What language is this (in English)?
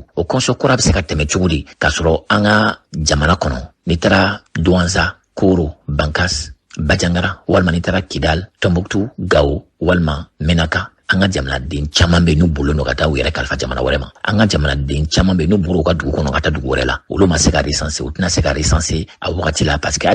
Bambara